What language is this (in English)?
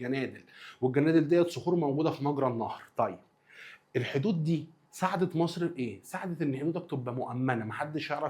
Egyptian Arabic